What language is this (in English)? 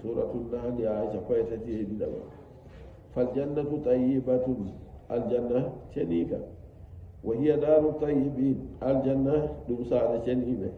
Nigerian Fulfulde